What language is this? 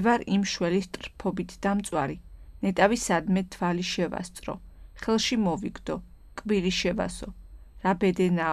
Georgian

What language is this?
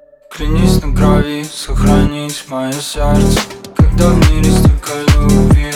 Russian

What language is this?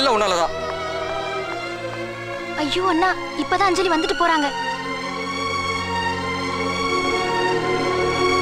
Tamil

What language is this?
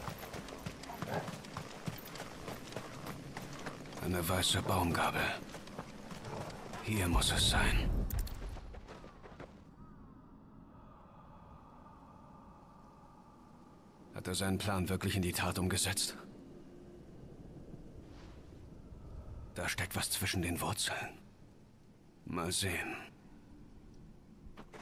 German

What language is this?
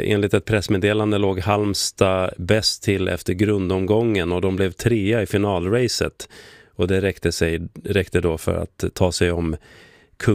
Swedish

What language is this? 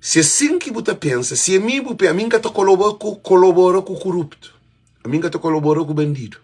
Kabuverdianu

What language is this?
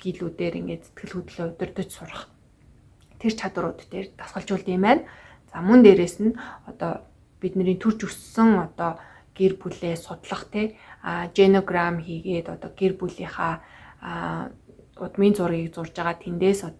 Mongolian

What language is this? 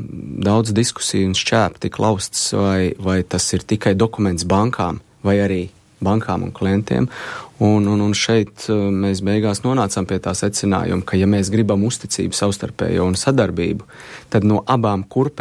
Latvian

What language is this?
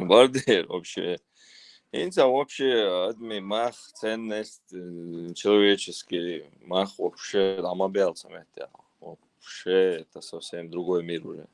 Chechen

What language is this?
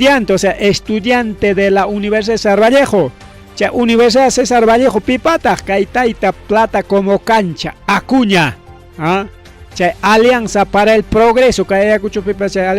Ayacucho Quechua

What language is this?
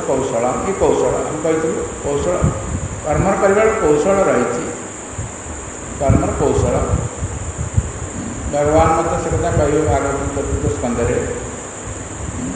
Odia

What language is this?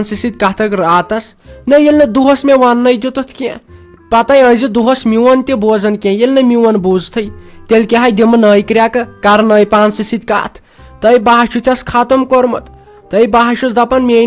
Kashmiri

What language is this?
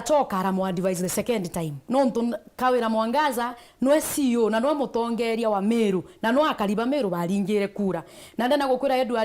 Meru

